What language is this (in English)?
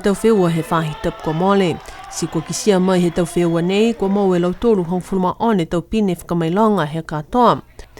Niuean